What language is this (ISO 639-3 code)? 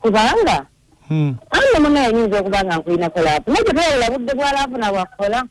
lug